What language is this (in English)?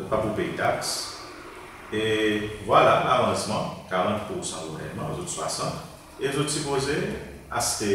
Seselwa Creole French